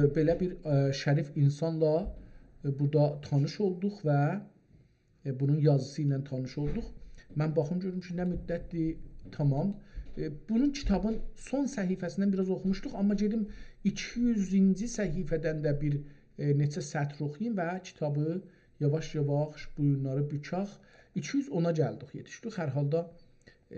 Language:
South Azerbaijani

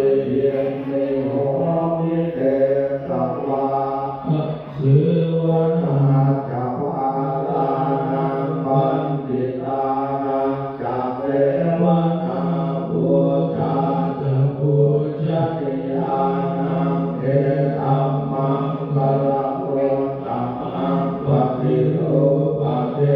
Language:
Pali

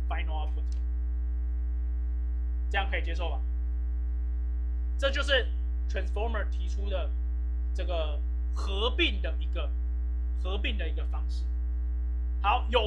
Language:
Chinese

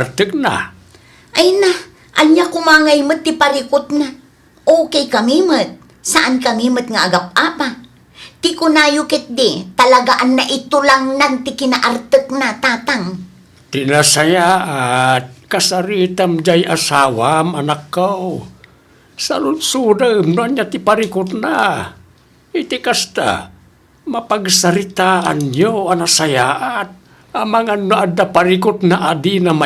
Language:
Iloko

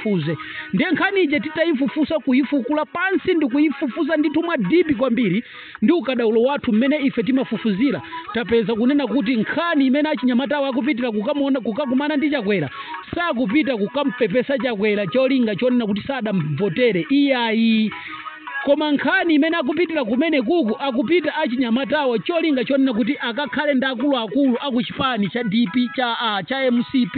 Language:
Nyanja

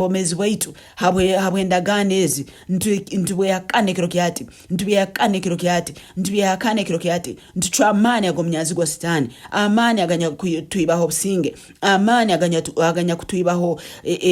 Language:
Tooro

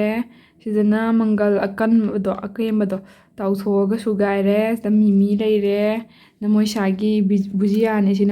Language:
Manipuri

